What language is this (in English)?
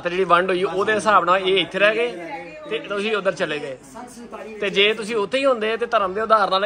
Punjabi